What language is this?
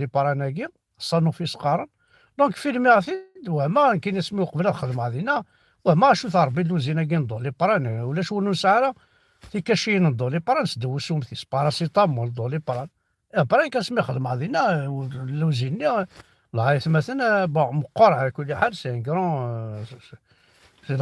Kabyle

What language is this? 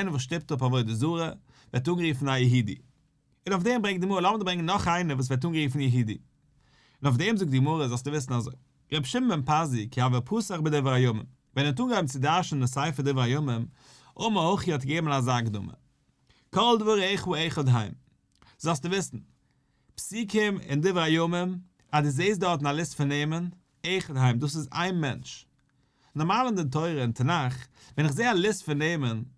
Yiddish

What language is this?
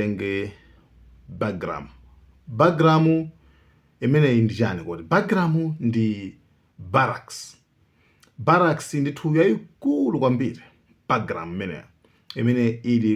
Nyanja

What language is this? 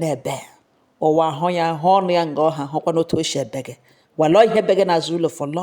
Igbo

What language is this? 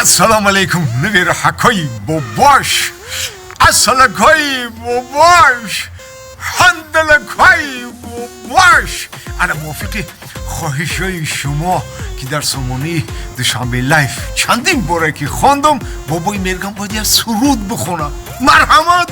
Tajik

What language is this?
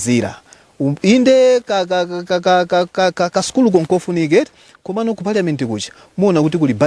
Nyanja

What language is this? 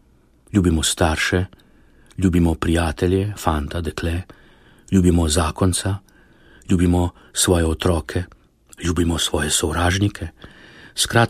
Slovenian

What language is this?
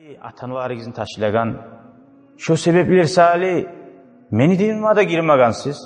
Kumyk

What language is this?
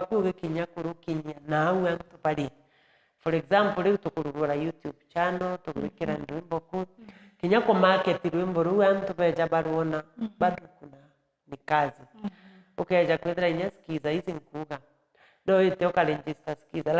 Meru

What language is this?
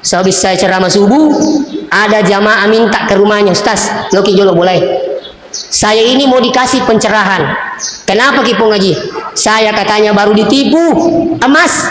Buginese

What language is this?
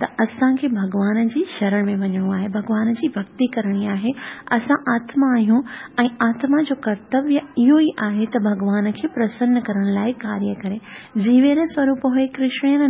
Sindhi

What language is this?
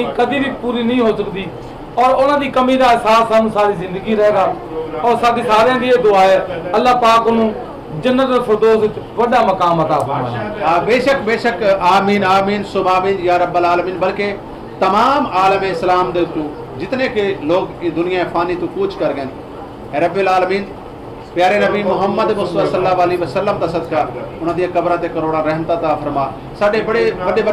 Saraiki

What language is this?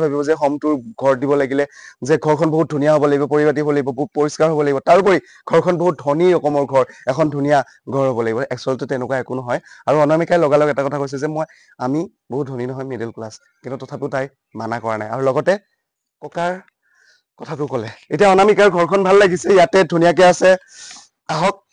Assamese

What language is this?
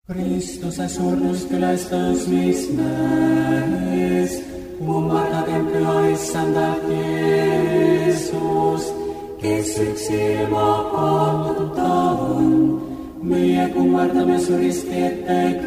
Estonian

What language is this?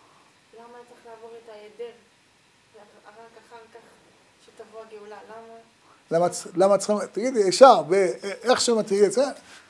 Hebrew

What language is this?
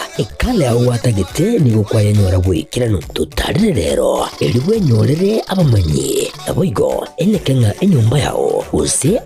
Gusii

